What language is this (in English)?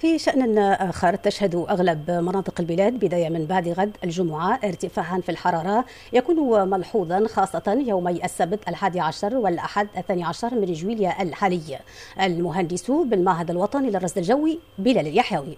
Tunisian Arabic